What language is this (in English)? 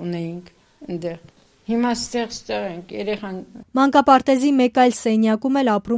Armenian